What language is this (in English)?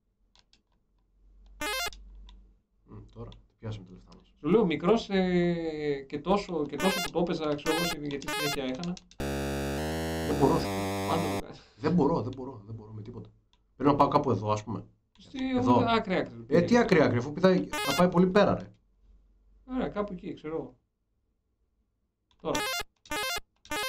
Greek